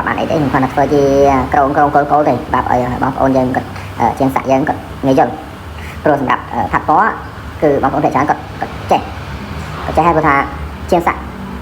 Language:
Khmer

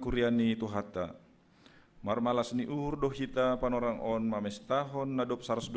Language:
Batak Simalungun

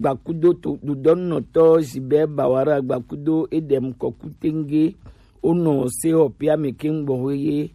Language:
Gen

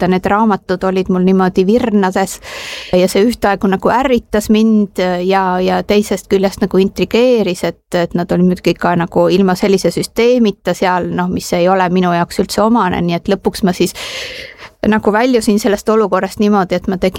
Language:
Estonian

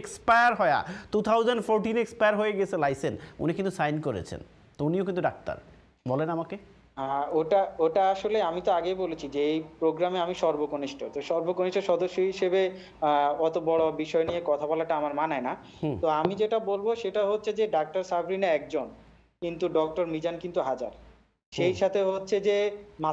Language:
Bangla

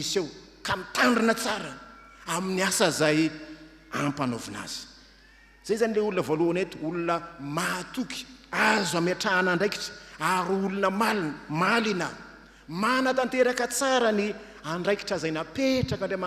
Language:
Malagasy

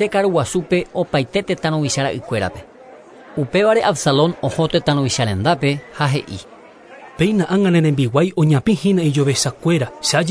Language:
Guarani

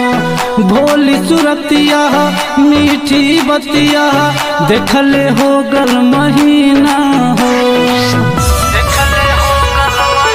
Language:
Bhojpuri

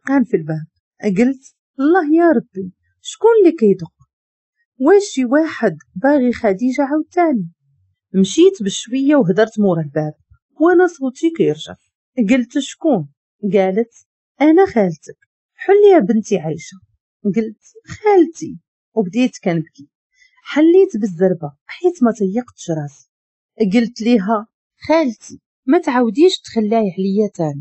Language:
Moroccan Arabic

